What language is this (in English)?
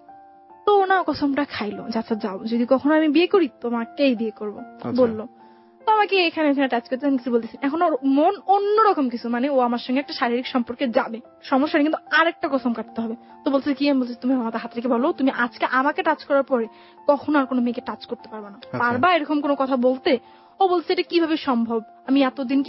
Bangla